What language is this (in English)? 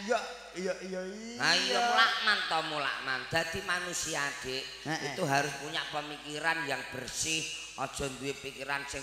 Javanese